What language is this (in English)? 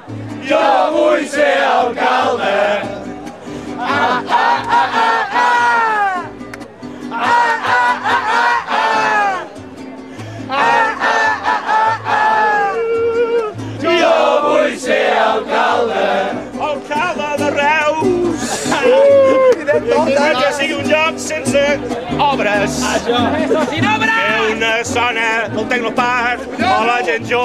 Catalan